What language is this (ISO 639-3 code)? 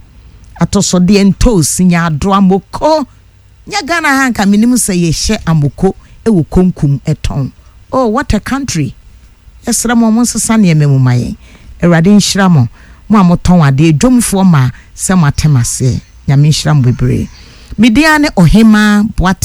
aka